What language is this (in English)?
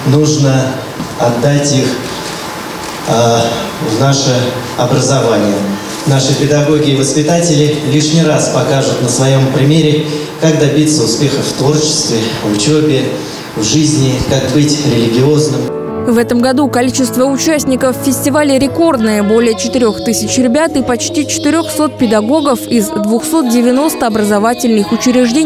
Russian